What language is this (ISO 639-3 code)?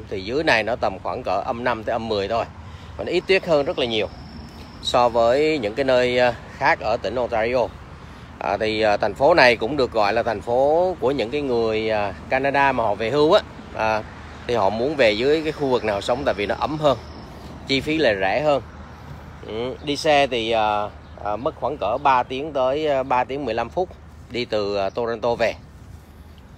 vie